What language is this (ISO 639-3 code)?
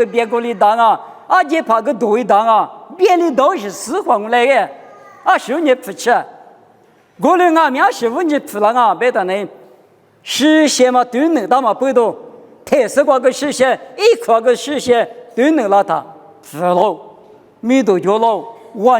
lis